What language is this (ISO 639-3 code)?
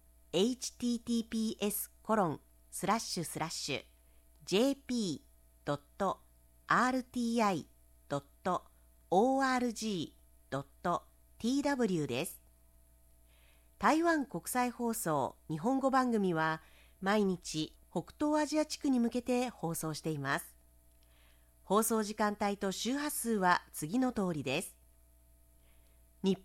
jpn